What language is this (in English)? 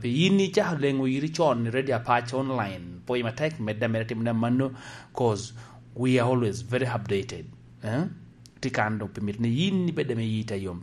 Lango (Uganda)